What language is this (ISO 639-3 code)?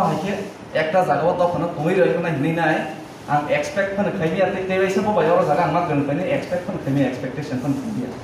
trp